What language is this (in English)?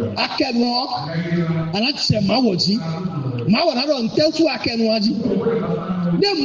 Fon